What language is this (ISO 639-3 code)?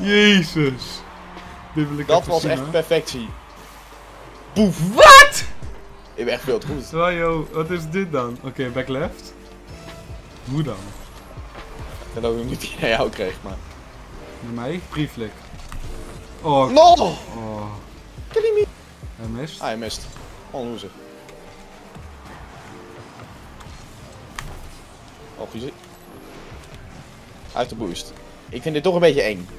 nld